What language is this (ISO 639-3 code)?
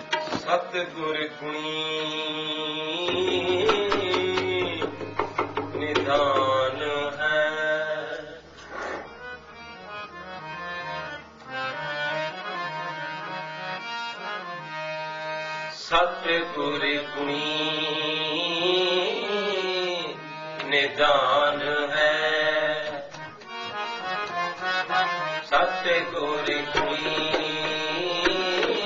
hin